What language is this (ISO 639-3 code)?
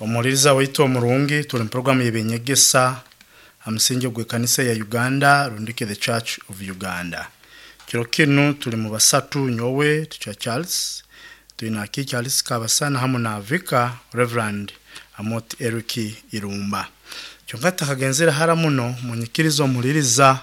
nyn